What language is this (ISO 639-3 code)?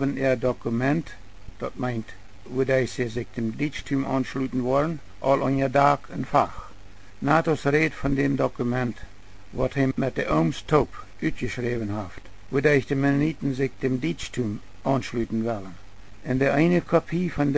pdt